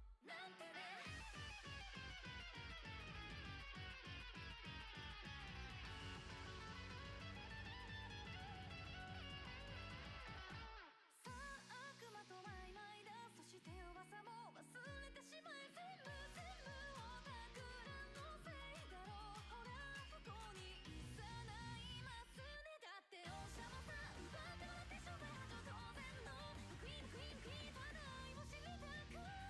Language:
Japanese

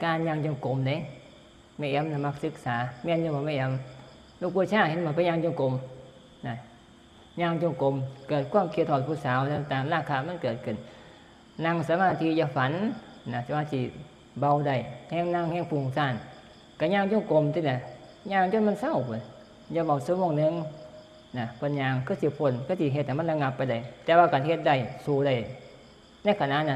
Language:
Northeastern Thai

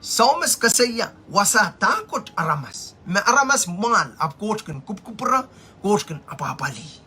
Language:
Pohnpeian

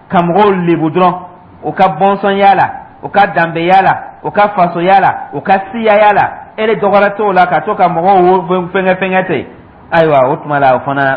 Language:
Dyula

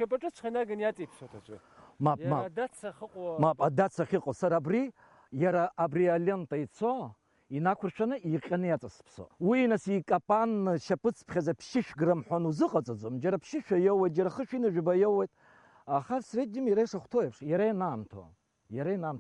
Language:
Abkhazian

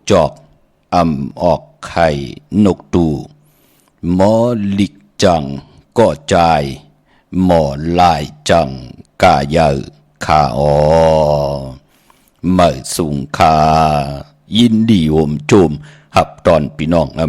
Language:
Shan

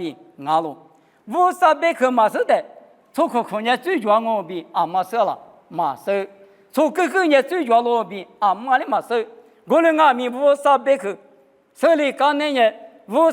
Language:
Lisu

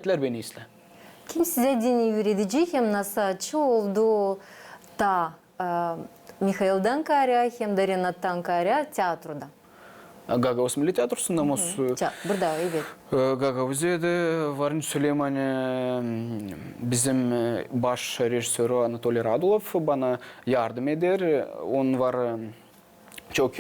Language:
Gagauz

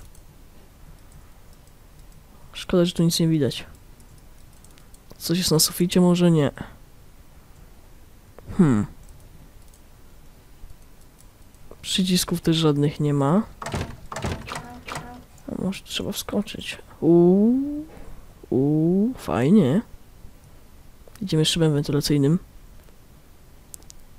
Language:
Polish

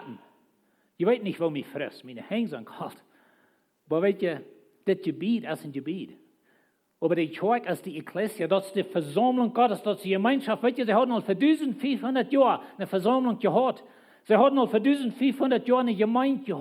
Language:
Plautdietsch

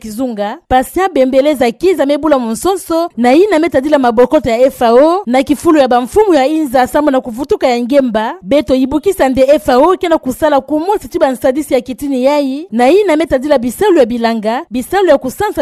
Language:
Kituba (Democratic Republic of Congo)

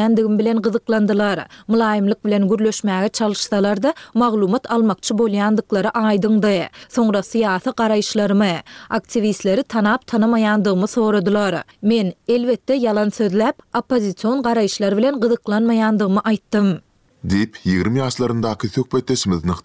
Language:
Turkmen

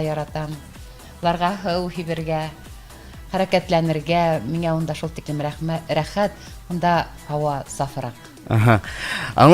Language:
Bashkir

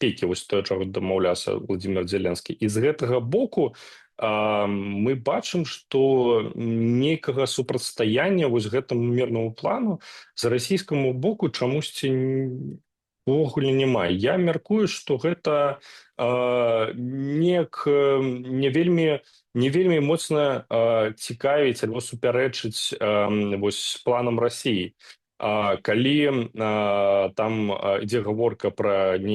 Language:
Belarusian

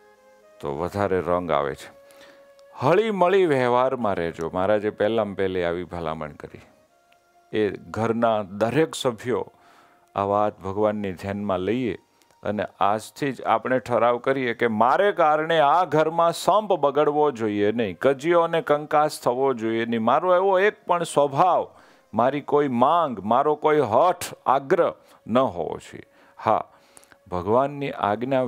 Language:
Gujarati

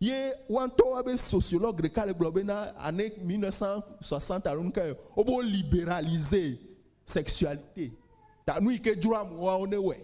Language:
Ewe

